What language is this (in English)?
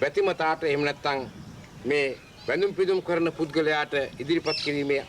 Sinhala